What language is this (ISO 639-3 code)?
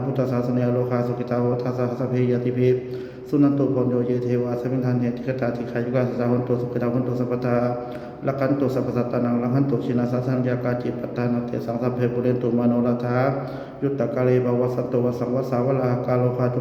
pli